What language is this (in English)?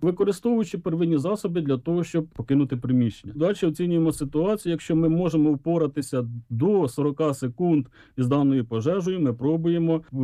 Ukrainian